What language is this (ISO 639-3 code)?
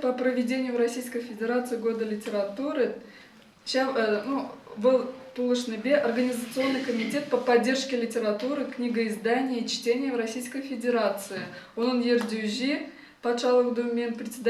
chv